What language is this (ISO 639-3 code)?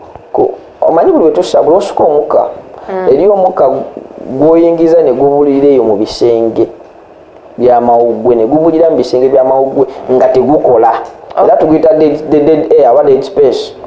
lug